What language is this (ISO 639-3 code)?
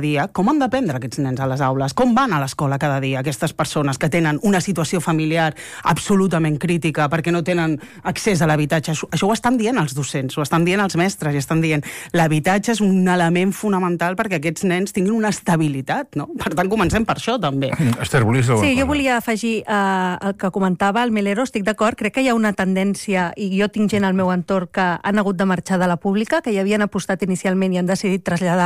cat